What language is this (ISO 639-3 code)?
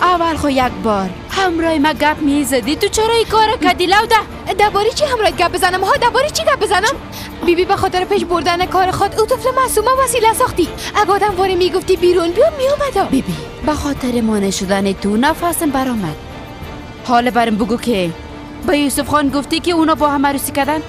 fas